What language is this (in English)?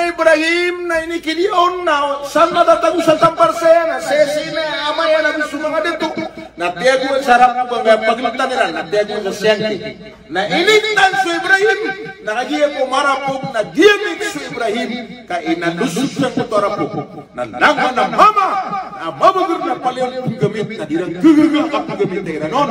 Maranao